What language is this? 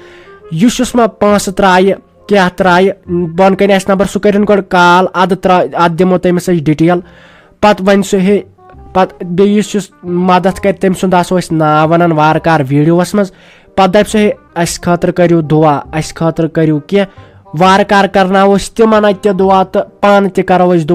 Kashmiri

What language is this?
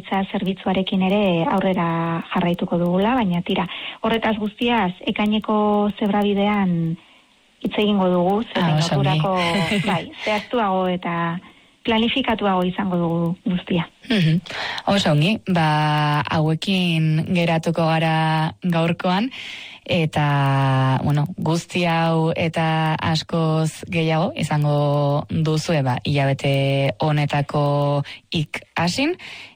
Basque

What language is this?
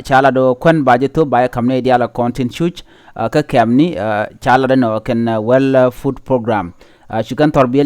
Nuer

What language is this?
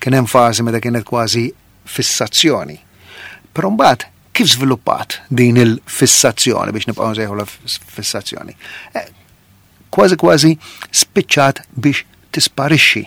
Maltese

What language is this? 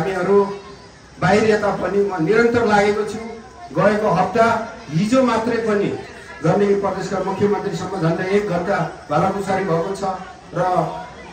Nepali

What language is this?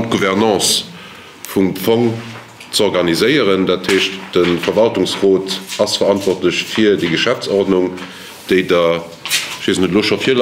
Luxembourgish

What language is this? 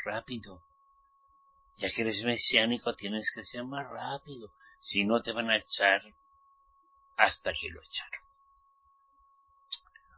Spanish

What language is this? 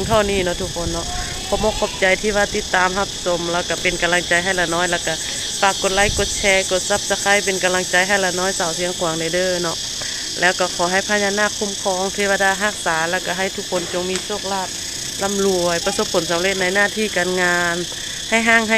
Lao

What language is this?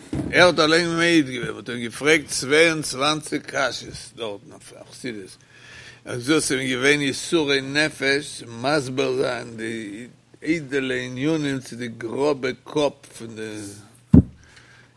Yiddish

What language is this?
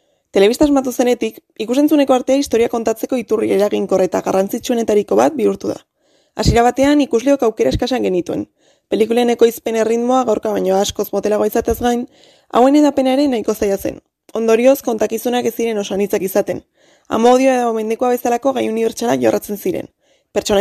Basque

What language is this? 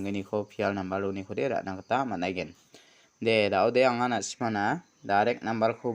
Garo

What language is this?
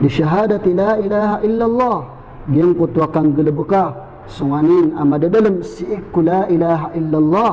Maranao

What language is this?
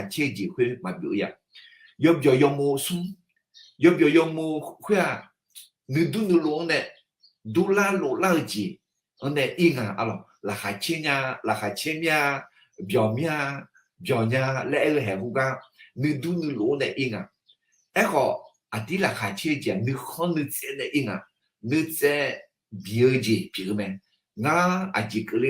Akha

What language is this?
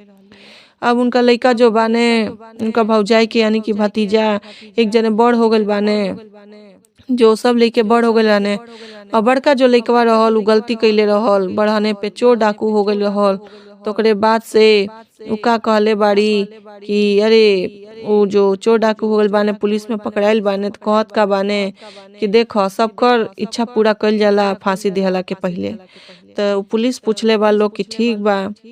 Bhojpuri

